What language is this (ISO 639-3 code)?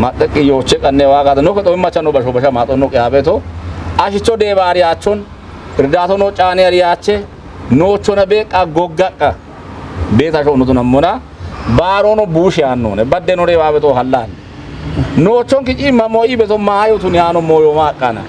kbr